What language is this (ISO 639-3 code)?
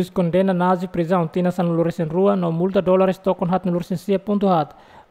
tet